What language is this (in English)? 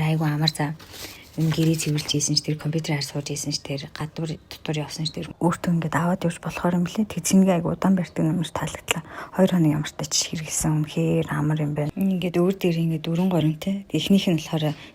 Mongolian